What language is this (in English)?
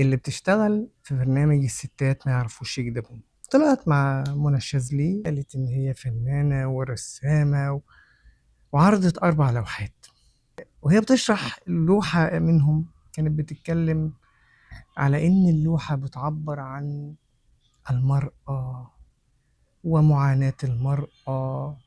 Egyptian Arabic